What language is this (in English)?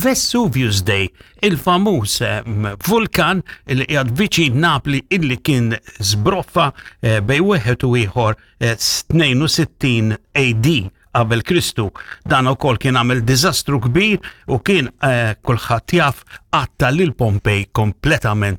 Maltese